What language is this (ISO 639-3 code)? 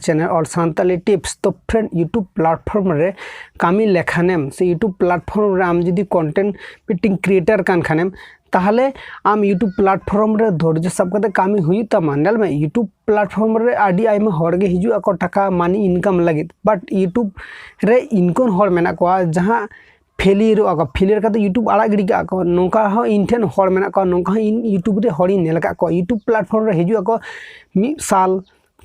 sat